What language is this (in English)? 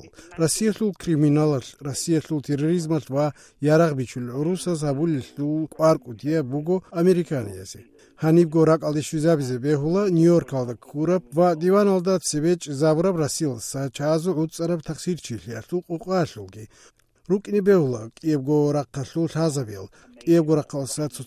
Avaric